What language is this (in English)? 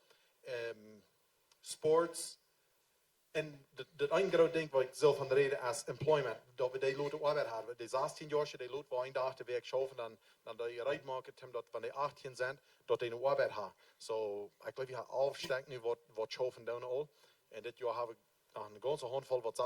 Plautdietsch